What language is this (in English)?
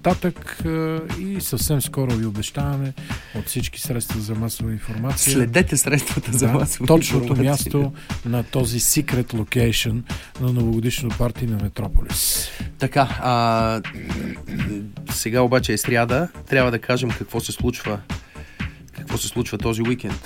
Bulgarian